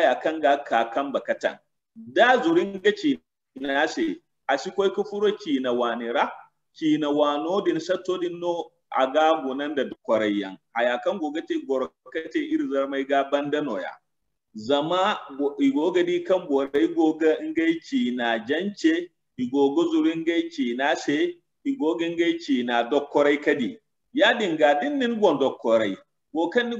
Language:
Zarma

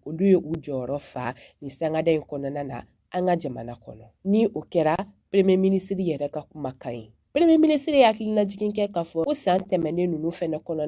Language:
Bambara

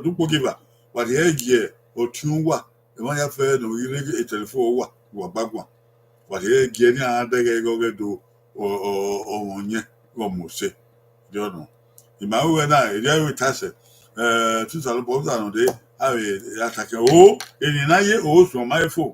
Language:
Bini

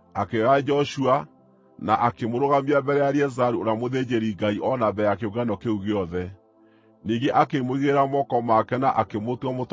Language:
Kikuyu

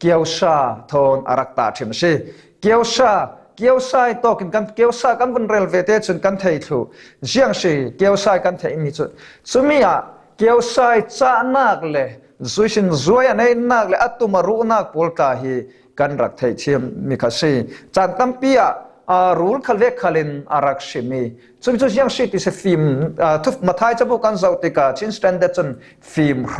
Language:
Falam Chin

